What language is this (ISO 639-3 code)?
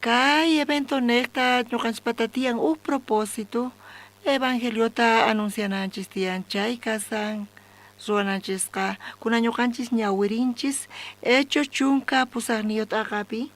quh